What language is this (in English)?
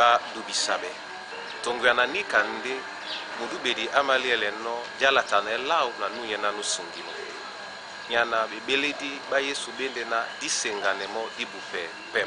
Duala